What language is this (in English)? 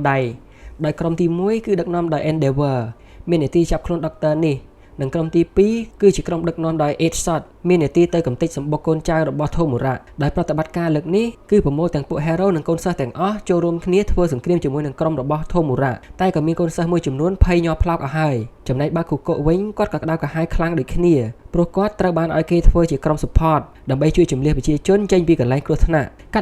Khmer